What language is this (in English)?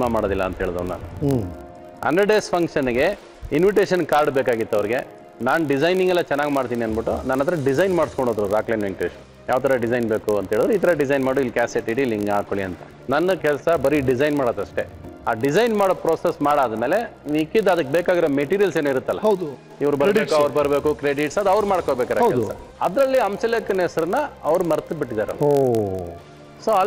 Kannada